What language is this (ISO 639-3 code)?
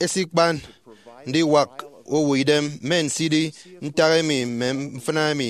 efi